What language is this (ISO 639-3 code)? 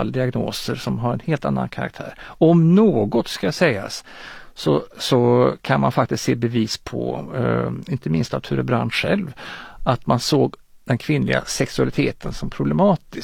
swe